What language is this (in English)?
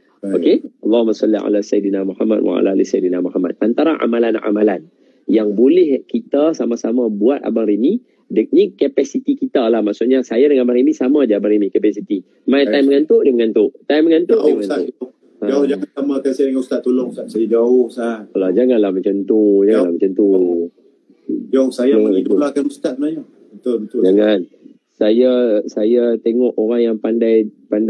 Malay